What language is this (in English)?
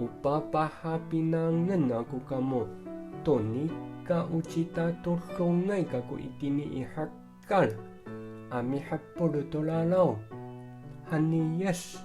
Amis